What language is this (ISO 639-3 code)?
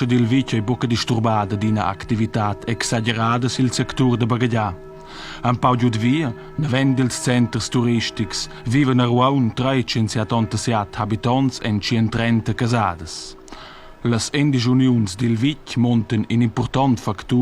roh